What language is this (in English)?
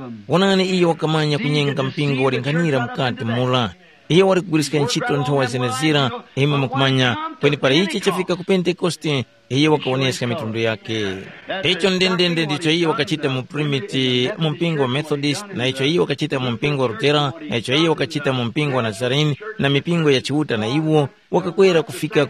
Tumbuka